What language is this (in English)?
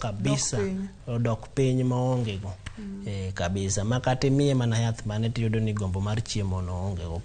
Luo (Kenya and Tanzania)